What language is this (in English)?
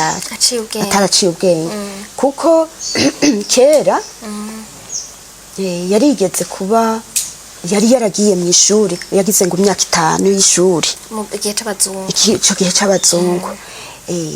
Rundi